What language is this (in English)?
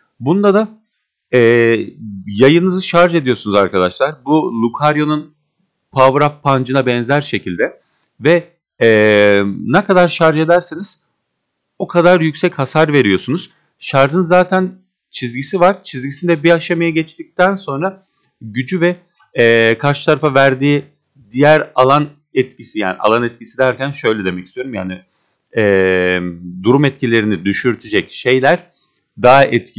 Turkish